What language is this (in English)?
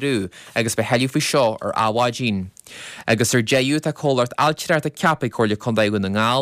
Irish